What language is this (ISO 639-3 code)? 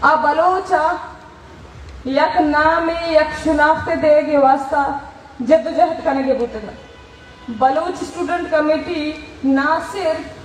bal